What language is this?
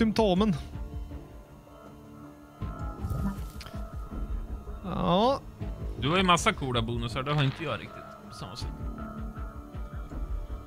Swedish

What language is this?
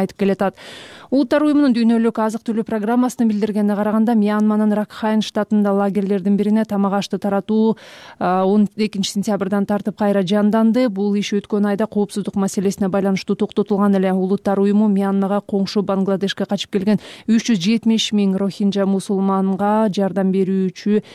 Kyrgyz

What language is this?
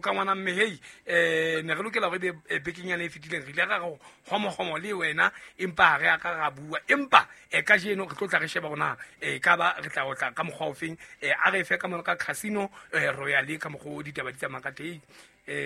Southern Sotho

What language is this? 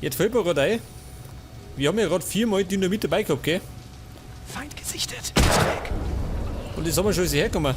Bavarian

